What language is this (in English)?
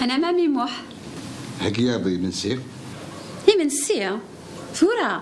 Kabyle